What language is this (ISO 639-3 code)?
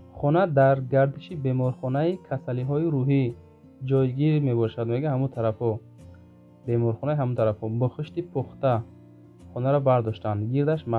tgk